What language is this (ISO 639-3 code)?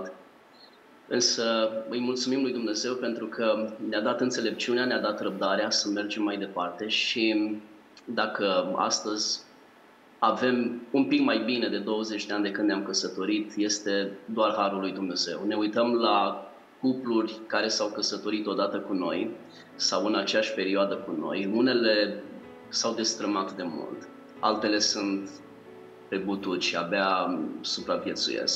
ron